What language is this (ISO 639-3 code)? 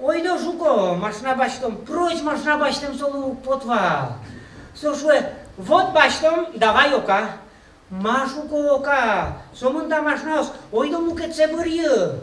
udm